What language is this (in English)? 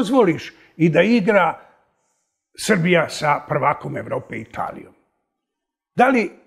Serbian